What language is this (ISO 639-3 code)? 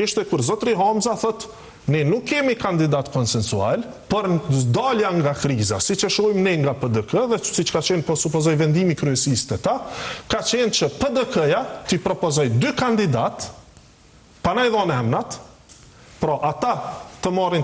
sqi